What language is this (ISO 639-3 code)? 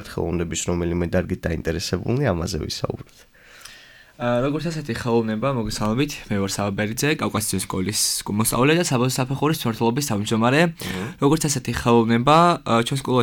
kat